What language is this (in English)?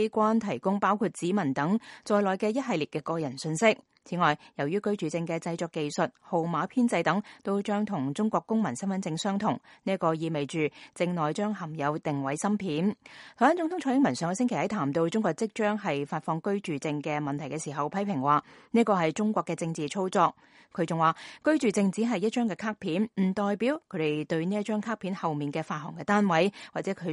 Cantonese